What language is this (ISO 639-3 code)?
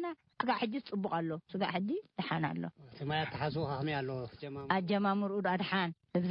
tir